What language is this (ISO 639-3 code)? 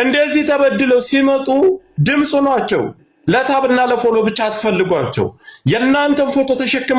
amh